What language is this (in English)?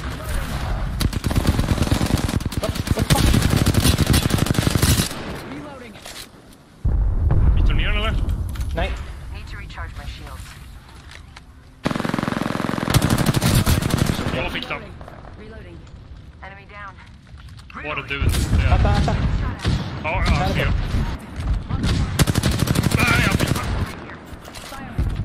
Swedish